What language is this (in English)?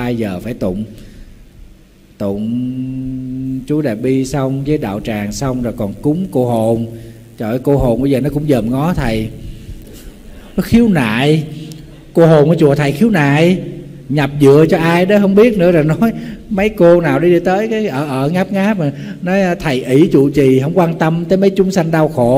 Vietnamese